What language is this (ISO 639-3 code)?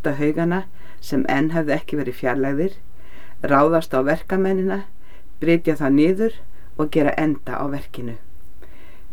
isl